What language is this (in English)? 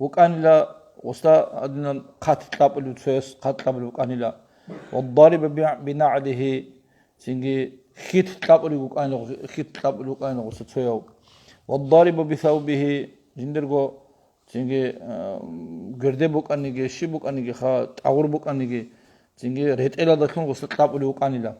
Avaric